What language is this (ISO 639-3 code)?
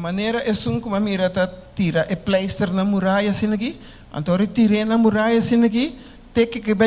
pap